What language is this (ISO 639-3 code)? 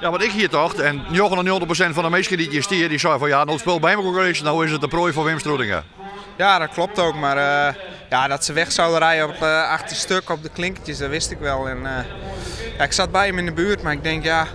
fry